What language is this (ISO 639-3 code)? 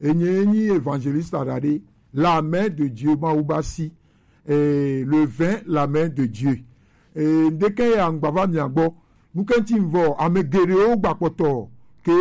gej